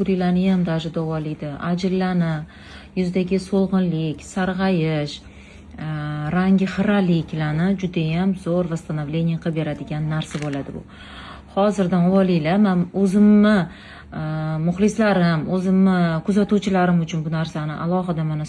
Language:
Uzbek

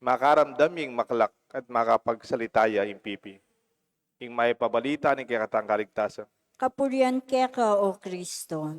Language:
Pampanga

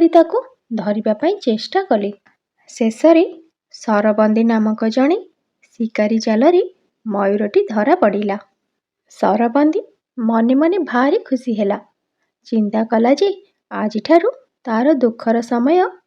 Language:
Odia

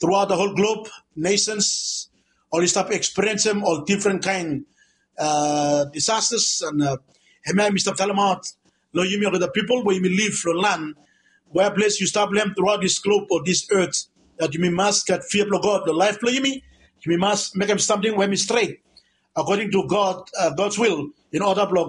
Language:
Bislama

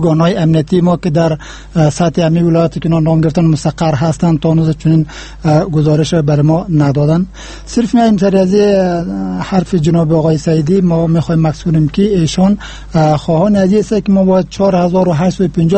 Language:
Persian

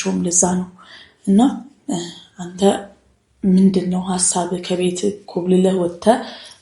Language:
Amharic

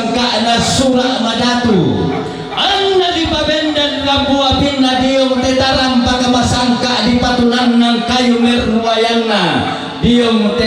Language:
Toraja-Sa'dan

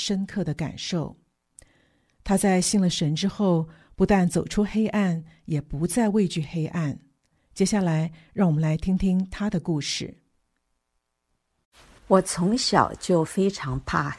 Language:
Chinese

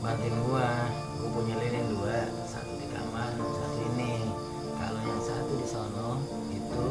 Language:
Betawi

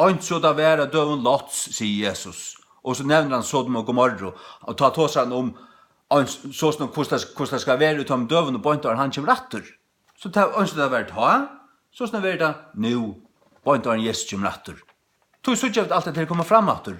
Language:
Faroese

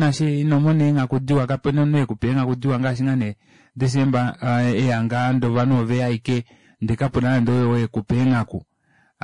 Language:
Kuanyama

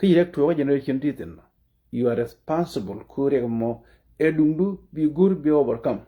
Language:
Nuer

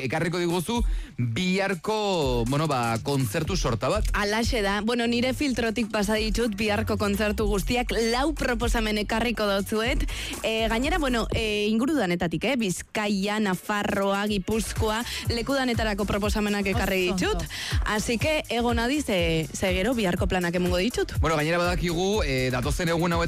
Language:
Basque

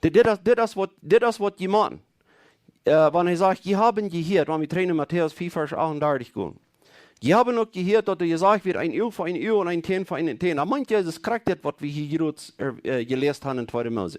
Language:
Plautdietsch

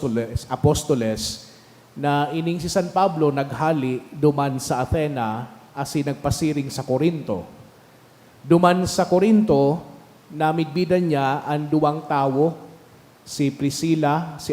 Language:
Bikol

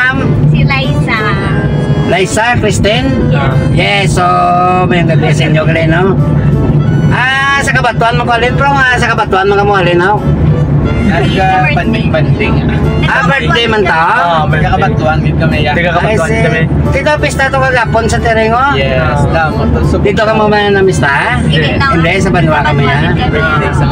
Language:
Hiligaynon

